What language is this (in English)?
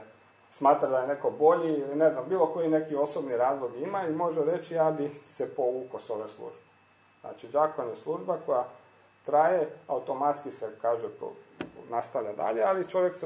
Croatian